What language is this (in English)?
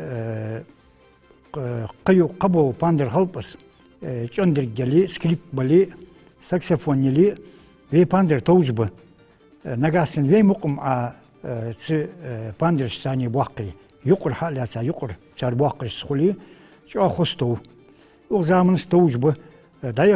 Ingush